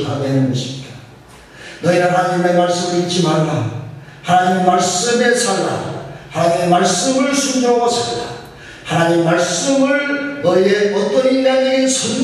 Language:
Korean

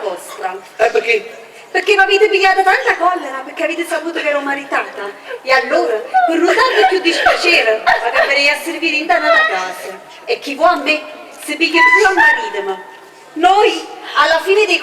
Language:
Neapolitan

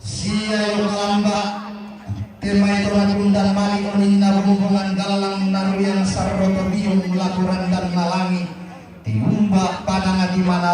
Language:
Toraja-Sa'dan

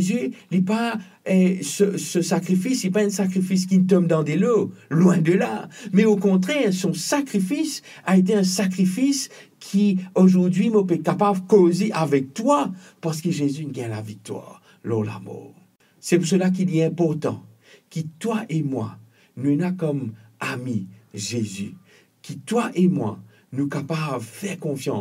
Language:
Morisyen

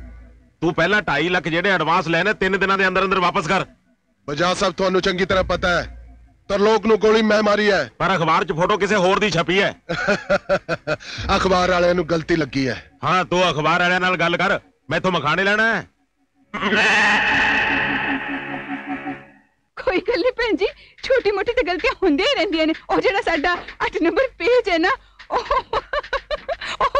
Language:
Punjabi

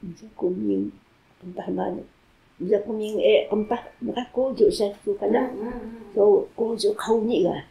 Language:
Taroko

